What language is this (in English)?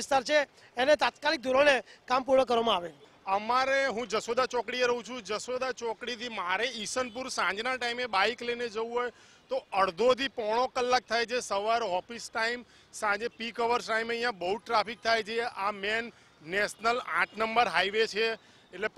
Gujarati